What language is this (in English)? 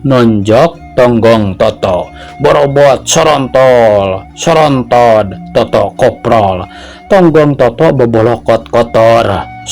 Sundanese